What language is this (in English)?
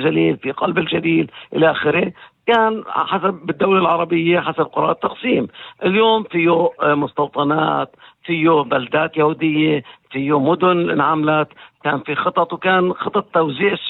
North Levantine Arabic